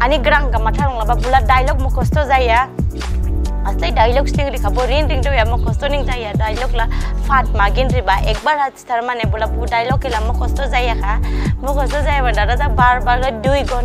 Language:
Dimasa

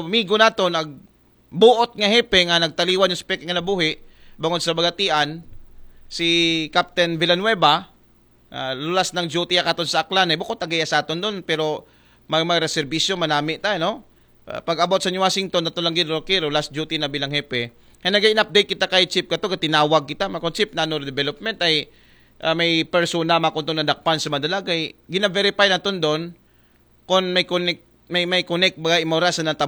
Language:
Aklanon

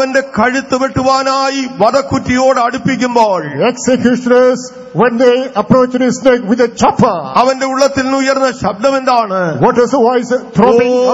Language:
Malayalam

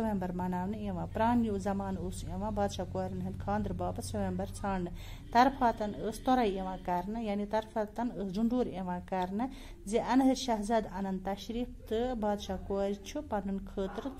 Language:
Kashmiri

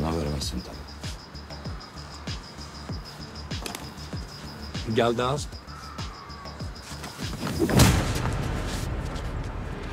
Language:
Turkish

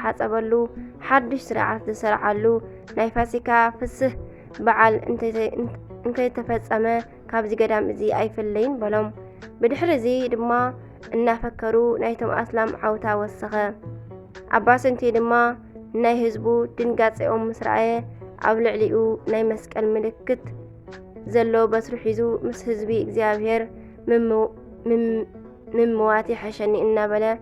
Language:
Tigrinya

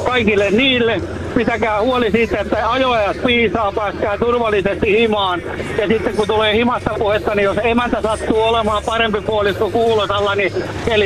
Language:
Finnish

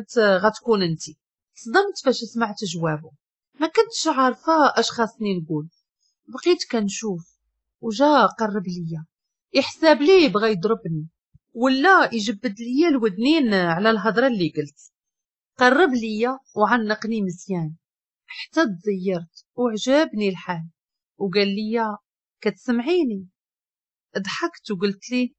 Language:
Moroccan Arabic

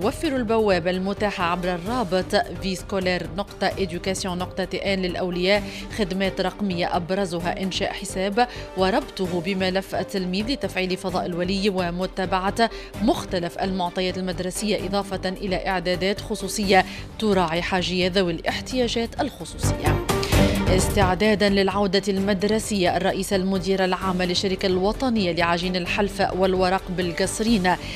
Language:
Arabic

